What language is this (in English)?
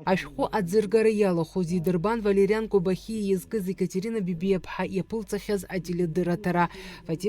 Abkhazian